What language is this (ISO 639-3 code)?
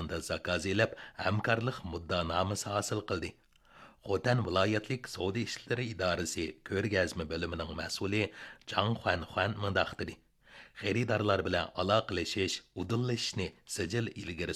uig